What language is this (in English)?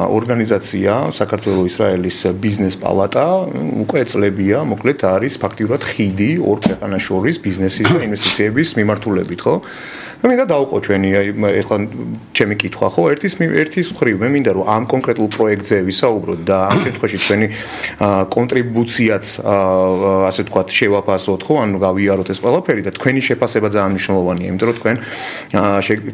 Georgian